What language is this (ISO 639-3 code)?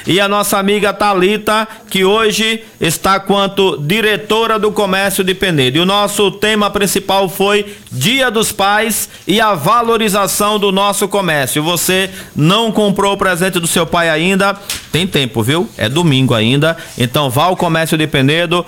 por